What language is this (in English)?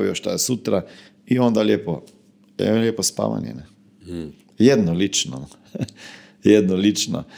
Croatian